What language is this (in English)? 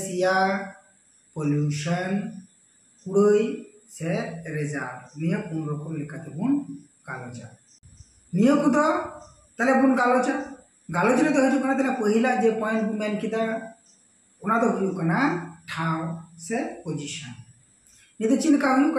Santali